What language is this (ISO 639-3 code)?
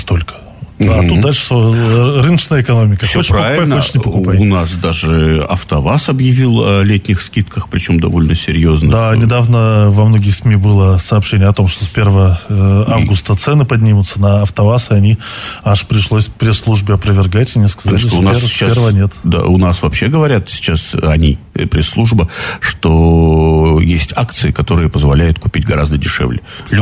rus